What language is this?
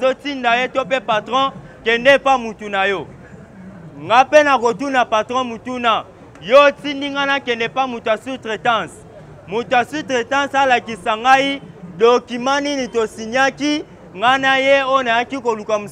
Lingala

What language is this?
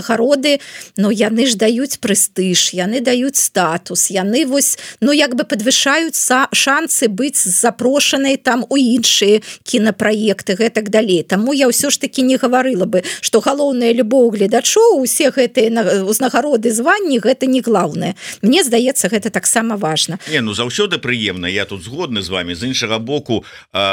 Belarusian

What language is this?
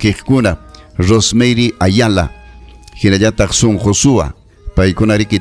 Ayacucho Quechua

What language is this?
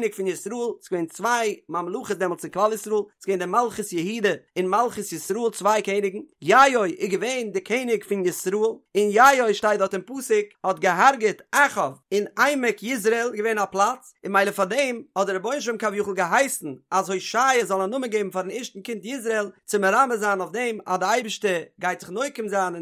Yiddish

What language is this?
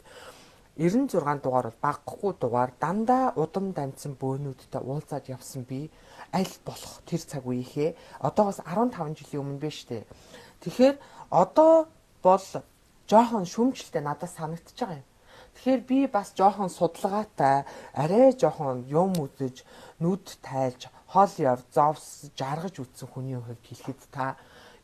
Mongolian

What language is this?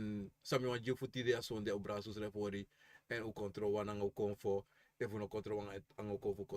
Sranan Tongo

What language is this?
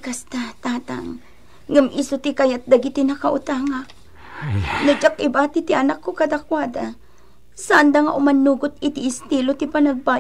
Iloko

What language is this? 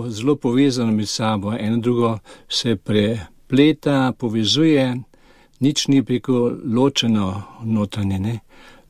Slovenian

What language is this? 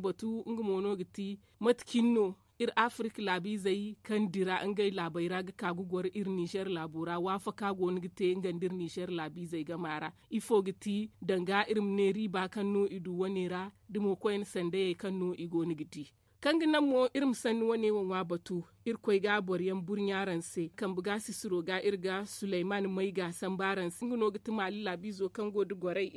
Zarma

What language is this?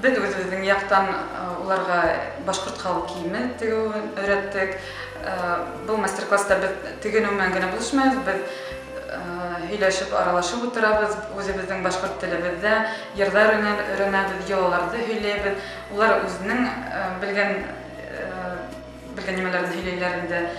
Bashkir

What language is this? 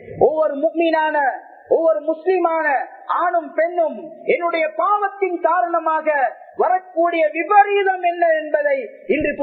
Tamil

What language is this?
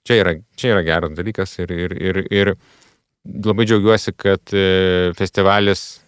Lithuanian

